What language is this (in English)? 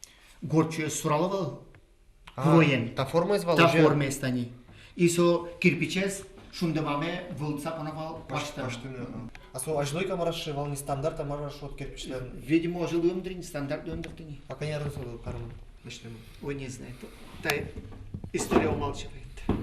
Udmurt